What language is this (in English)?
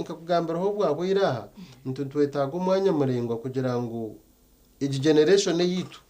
Nyankole